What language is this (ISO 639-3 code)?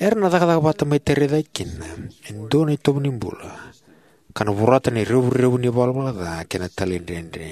fij